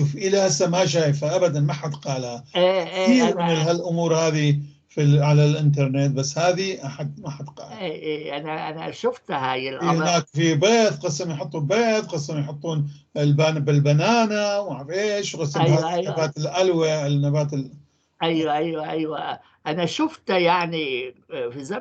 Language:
North Levantine Arabic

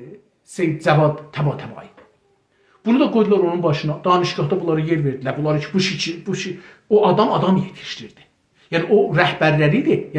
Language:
South Azerbaijani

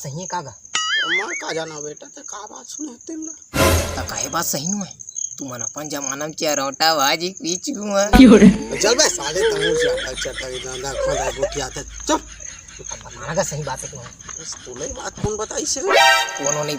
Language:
Chhattisgarhi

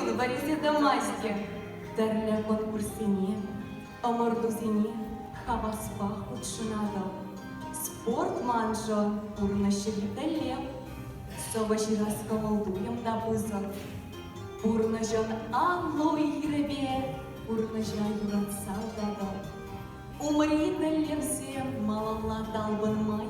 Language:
Chuvash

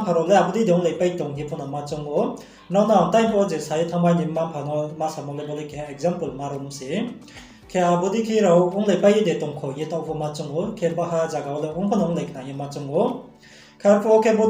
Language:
Riang (India)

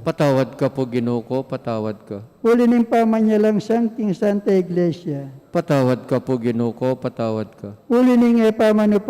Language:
Pampanga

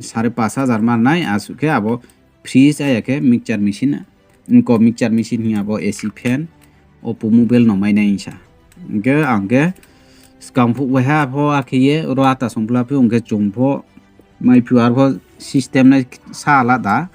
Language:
Riang (India)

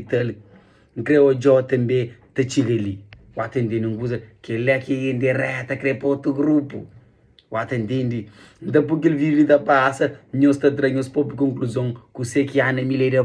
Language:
Kabuverdianu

